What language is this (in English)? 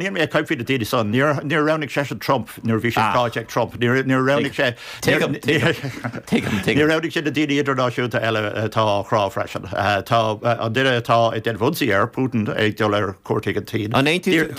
Irish